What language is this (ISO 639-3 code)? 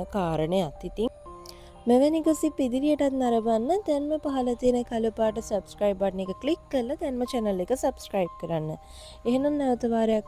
sin